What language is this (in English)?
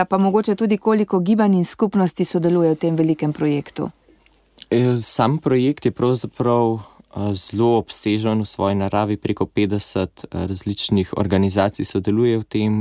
Slovenian